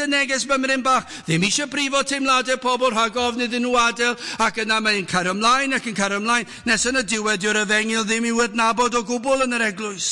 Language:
Welsh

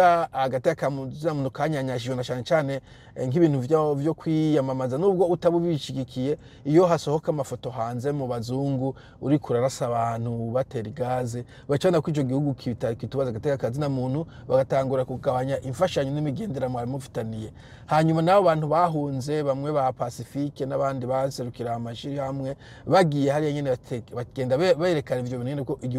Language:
Rundi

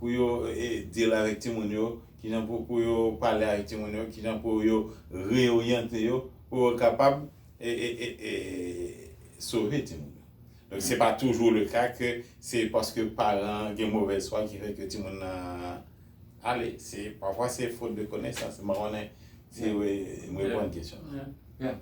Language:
Haitian Creole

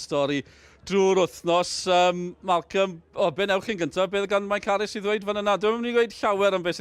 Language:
Welsh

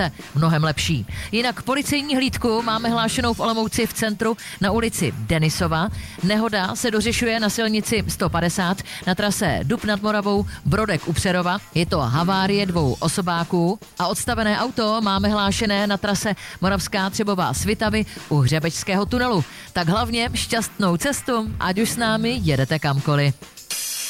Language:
Czech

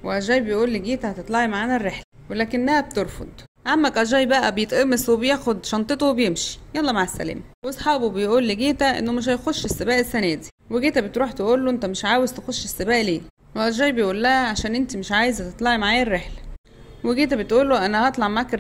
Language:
Egyptian Arabic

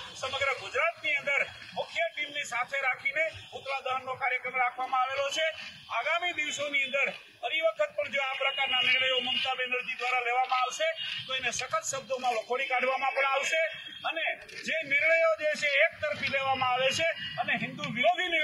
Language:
Gujarati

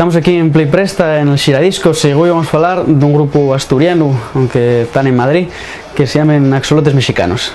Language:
Asturian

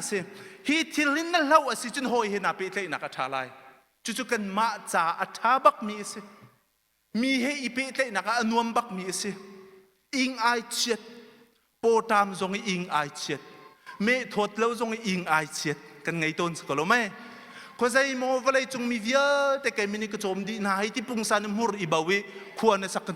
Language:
Hakha Chin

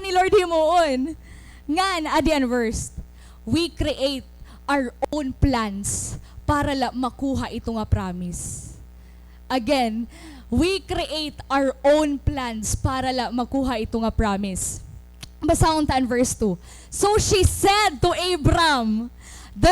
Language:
Waray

